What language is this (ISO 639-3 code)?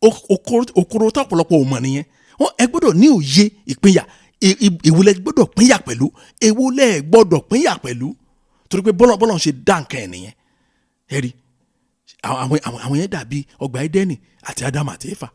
yor